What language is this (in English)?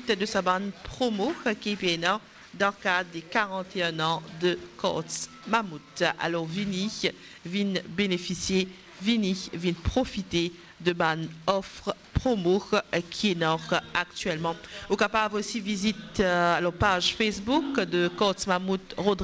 Morisyen